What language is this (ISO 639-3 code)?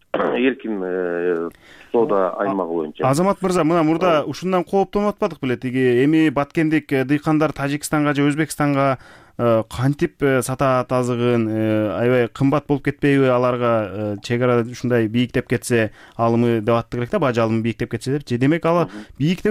kir